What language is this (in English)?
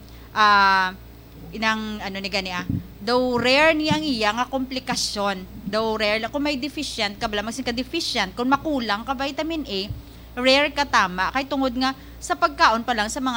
Hiligaynon